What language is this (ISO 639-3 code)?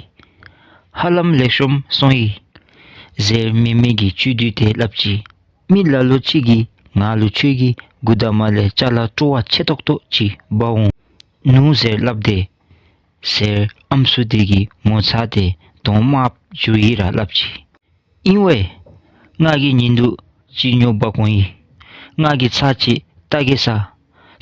dzo